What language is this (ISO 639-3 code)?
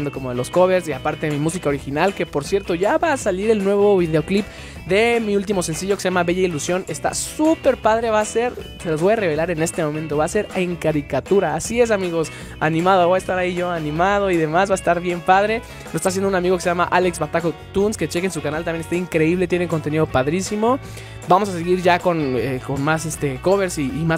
spa